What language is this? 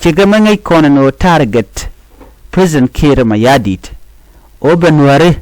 Nuer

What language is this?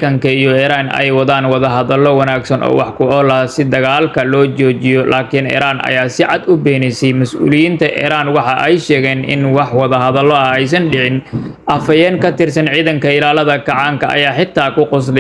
Somali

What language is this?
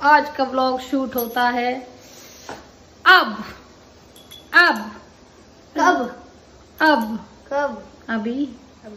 Hindi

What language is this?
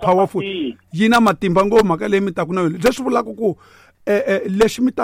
Tsonga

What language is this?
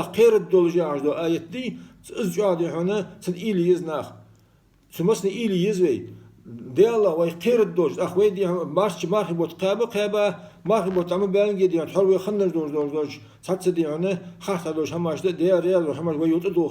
Ingush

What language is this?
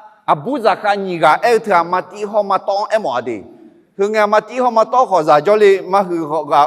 Akha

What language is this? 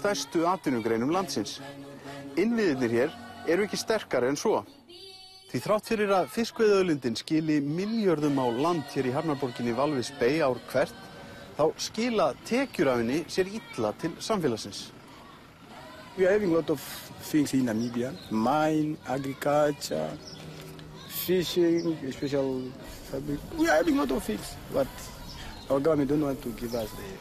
Icelandic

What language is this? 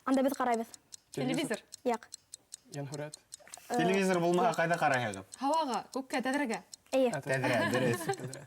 Bashkir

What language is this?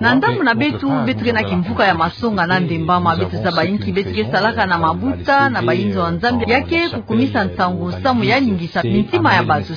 Kituba (Democratic Republic of Congo)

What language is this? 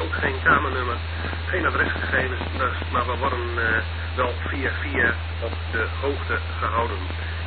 Dutch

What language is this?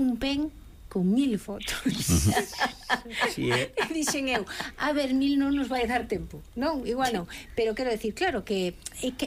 Galician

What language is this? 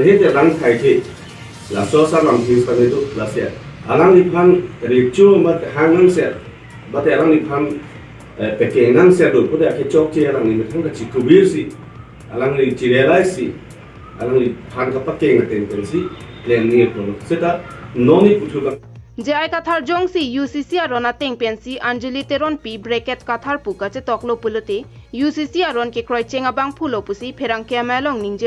Karbi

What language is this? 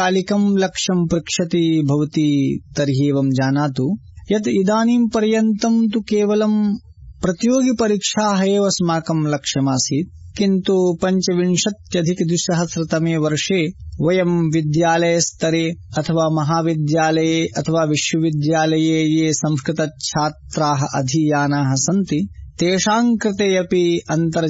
Sanskrit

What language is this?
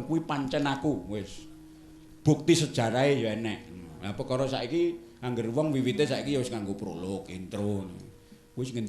Javanese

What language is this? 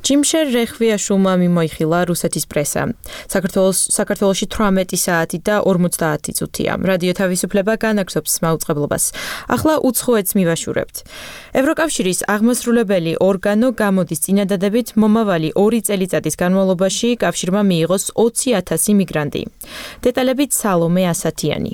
Georgian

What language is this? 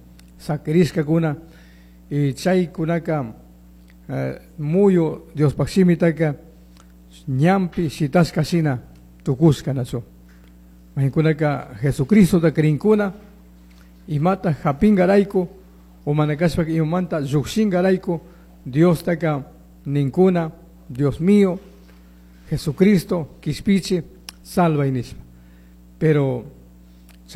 Chimborazo Highland Quichua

